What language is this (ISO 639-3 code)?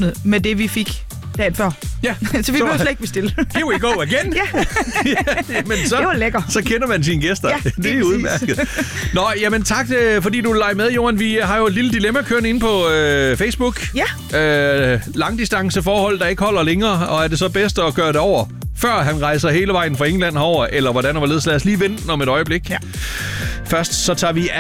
dan